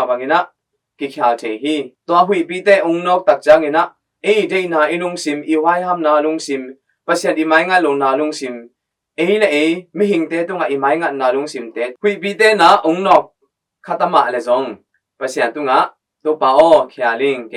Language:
Tedim Chin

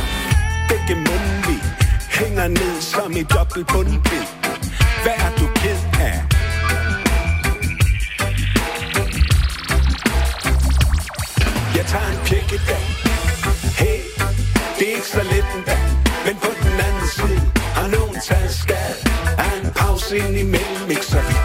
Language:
Danish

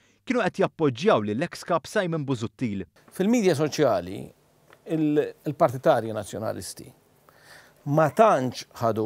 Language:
Maltese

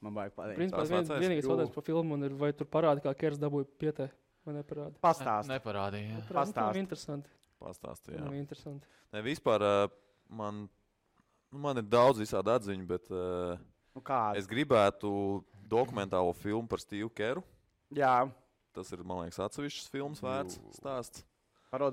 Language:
Latvian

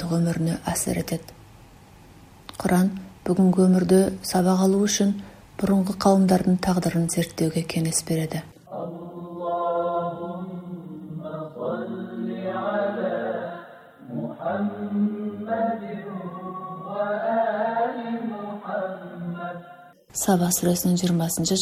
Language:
Kazakh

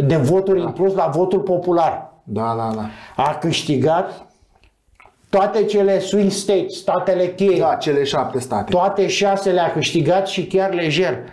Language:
Romanian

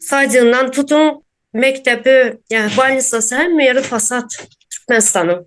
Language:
Turkmen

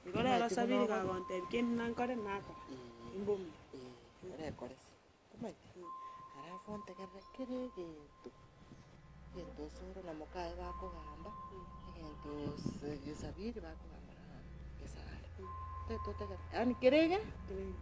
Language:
Gusii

